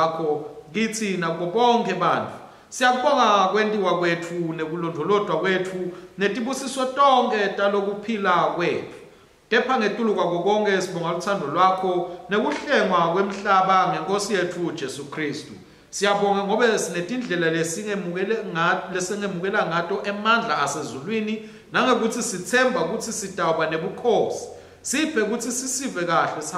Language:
Swati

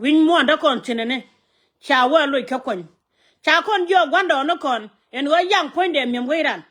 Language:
Nuer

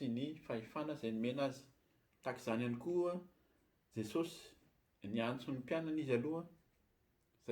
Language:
Malagasy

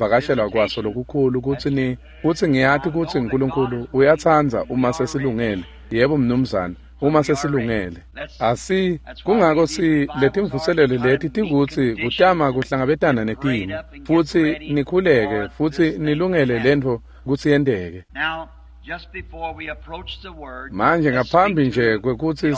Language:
Swati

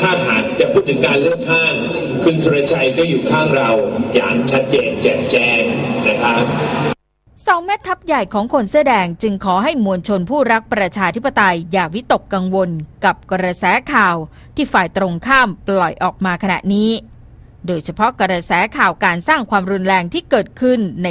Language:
Thai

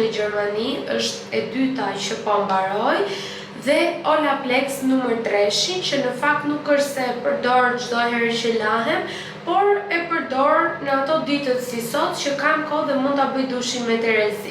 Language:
Albanian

